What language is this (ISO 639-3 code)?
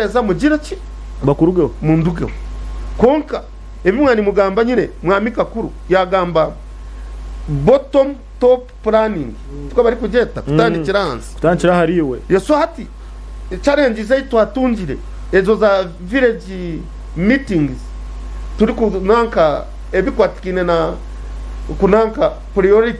nyn